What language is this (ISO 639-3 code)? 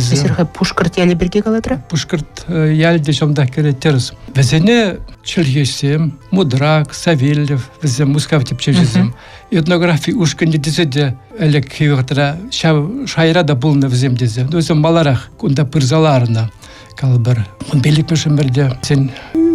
chv